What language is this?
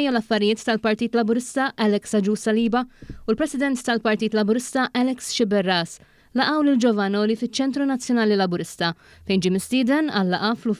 Maltese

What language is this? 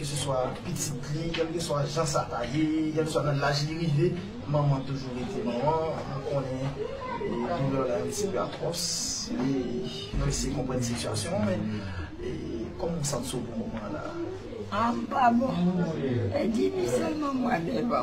Haitian Creole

